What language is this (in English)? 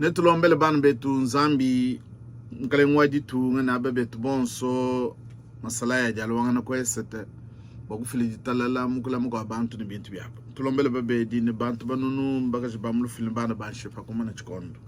Luba-Lulua